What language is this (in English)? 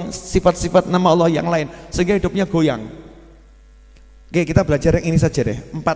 Indonesian